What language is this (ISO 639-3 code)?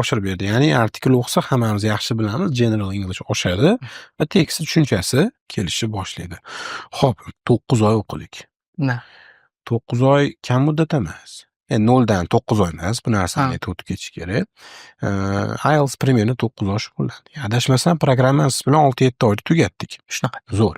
uzb